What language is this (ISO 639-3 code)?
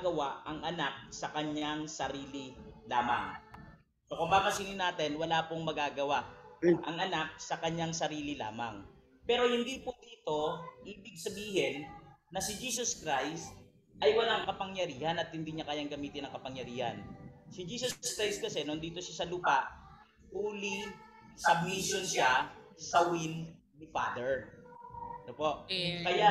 fil